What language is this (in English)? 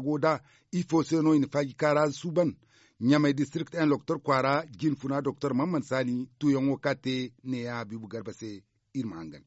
Zarma